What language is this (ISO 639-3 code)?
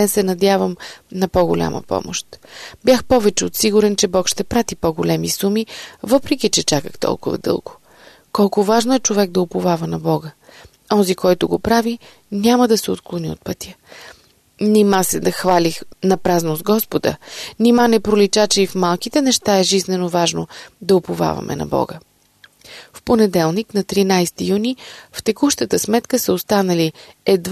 bul